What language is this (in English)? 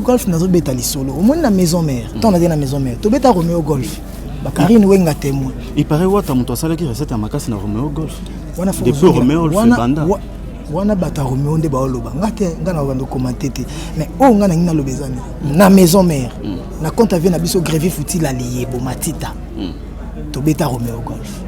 Lingala